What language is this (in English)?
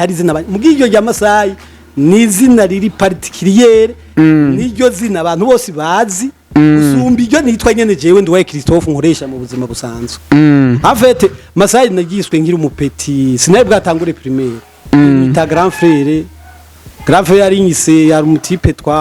Rundi